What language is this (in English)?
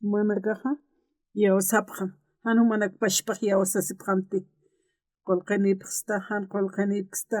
Aymara